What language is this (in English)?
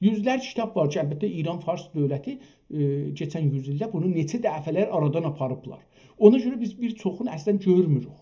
South Azerbaijani